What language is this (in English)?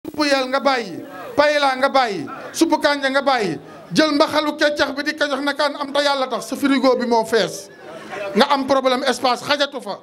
Wolof